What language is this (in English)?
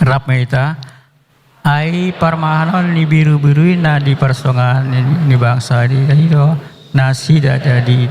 Batak Toba